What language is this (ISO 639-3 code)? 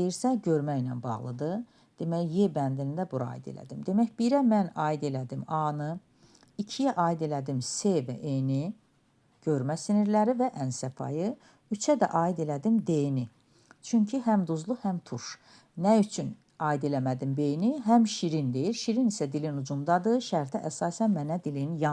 aze